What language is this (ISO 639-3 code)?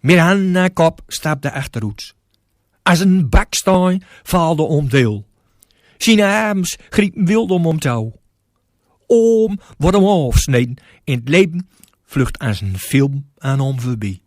gos